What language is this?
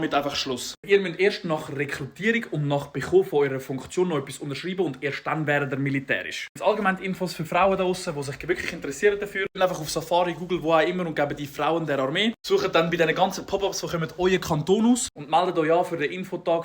Swiss German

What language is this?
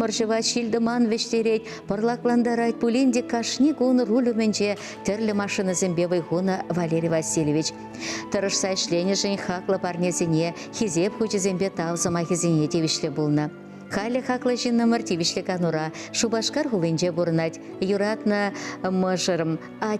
Chuvash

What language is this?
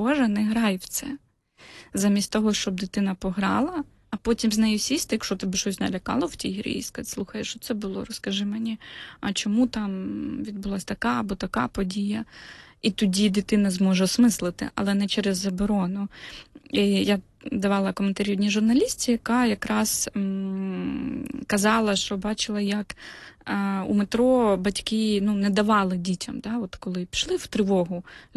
Ukrainian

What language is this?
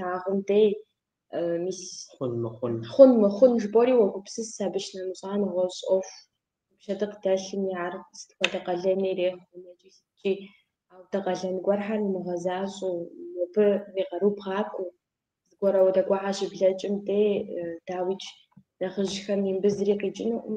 Kabardian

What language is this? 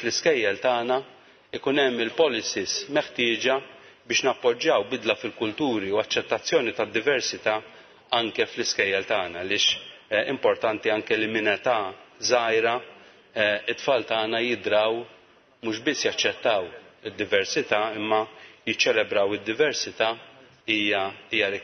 Maltese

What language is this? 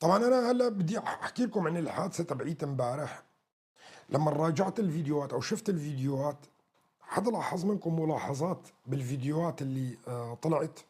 North Levantine Arabic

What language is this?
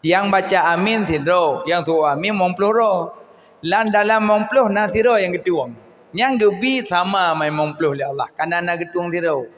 Achinese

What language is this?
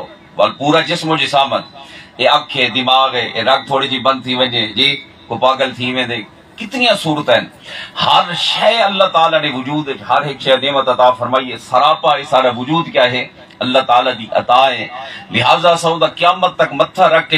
Saraiki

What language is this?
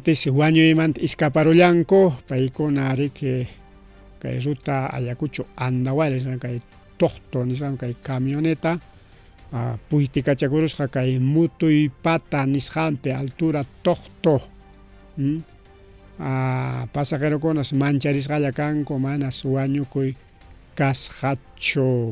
Ayacucho Quechua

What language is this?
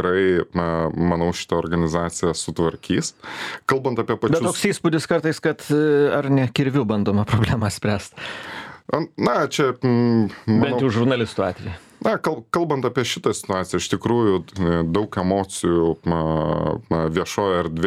Lithuanian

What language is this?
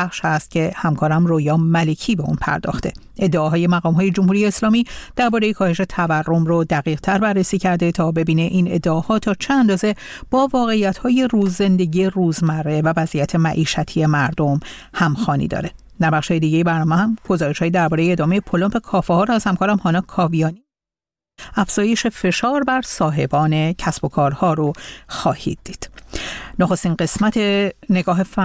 Persian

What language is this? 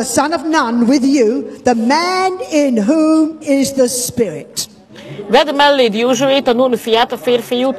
Hungarian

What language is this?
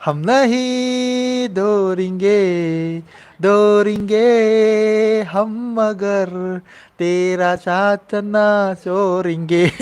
Manipuri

